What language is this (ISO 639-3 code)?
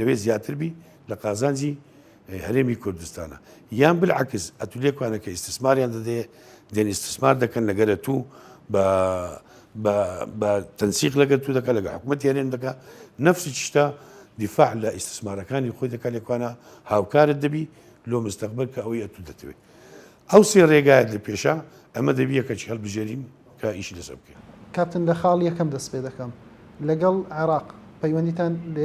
ckb